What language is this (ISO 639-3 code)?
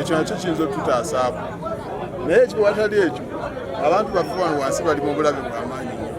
lug